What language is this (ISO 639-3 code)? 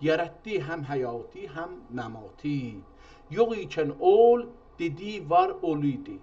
azb